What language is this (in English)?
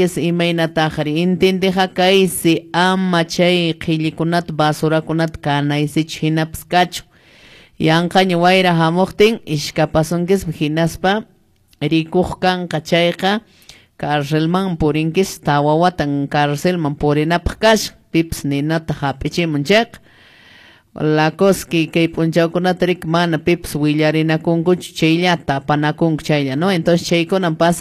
Quechua